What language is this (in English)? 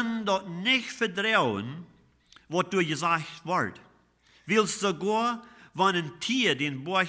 Plautdietsch